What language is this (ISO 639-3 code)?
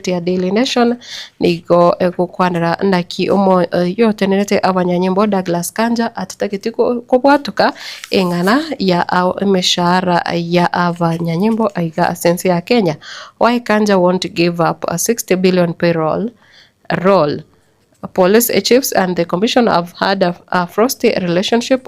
guz